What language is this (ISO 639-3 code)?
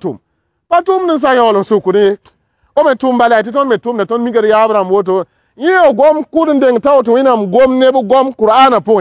mos